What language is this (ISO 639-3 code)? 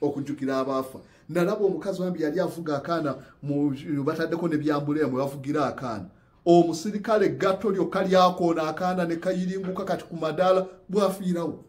lug